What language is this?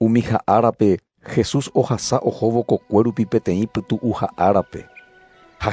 Guarani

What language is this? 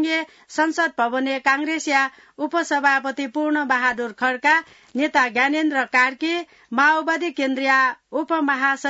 Newari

